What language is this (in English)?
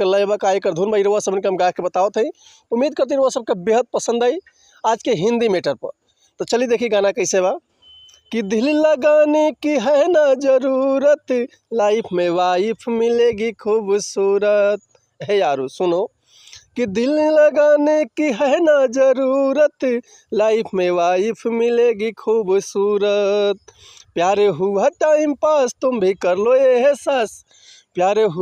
Bhojpuri